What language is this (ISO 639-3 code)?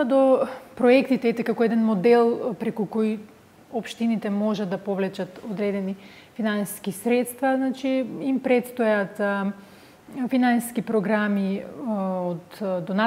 mkd